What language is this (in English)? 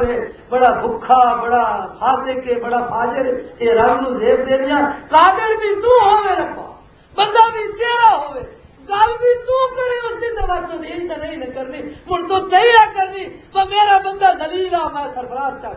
Western Panjabi